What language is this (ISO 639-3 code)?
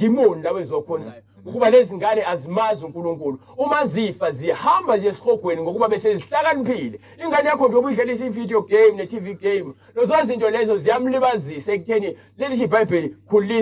zul